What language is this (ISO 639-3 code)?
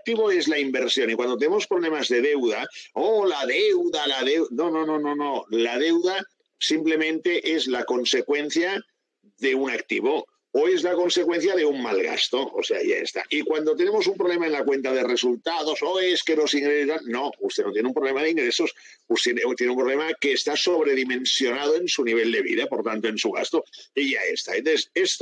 spa